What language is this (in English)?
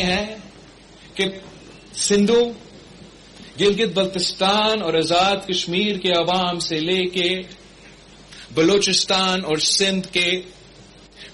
Urdu